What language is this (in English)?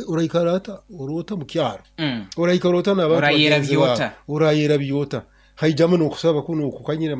Nyoro